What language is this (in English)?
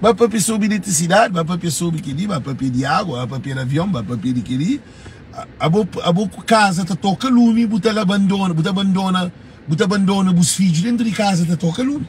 Kabuverdianu